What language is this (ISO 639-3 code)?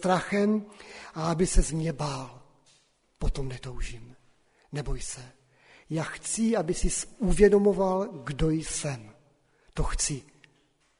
ces